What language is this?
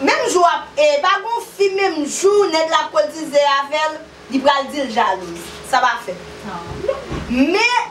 Haitian Creole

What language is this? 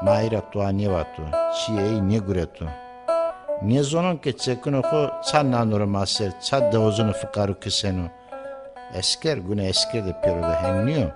Zaza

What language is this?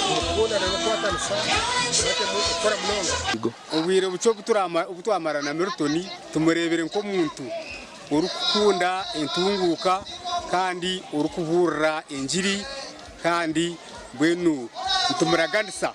Nyankole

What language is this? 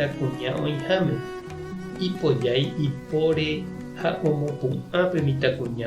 Guarani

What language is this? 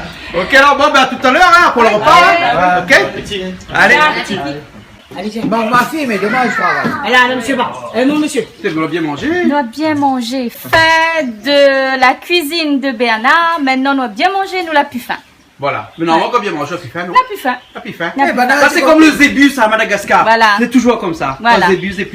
Réunion Creole French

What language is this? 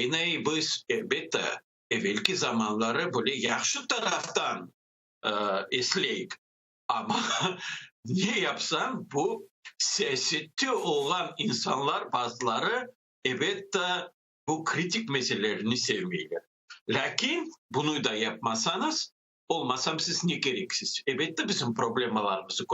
Crimean Tatar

